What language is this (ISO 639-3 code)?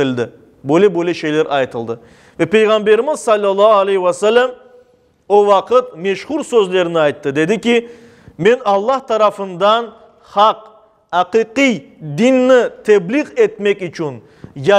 crh